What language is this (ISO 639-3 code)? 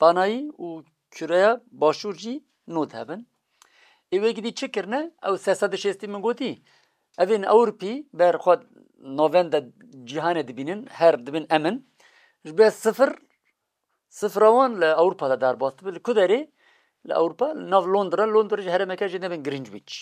kur